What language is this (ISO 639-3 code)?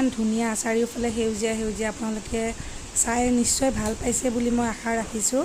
asm